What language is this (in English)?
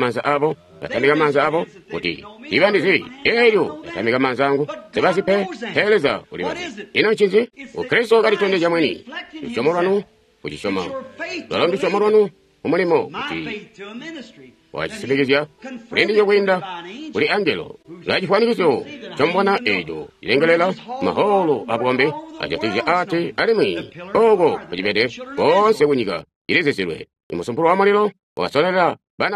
Tonga (Zambia)